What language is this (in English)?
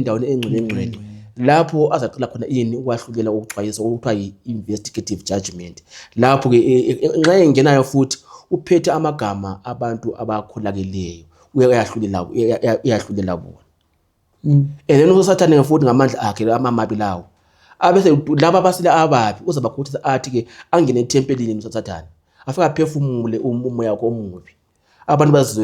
Zulu